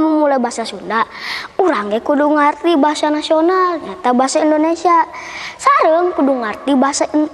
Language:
Sundanese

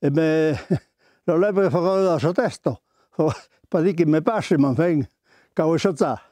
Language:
Occitan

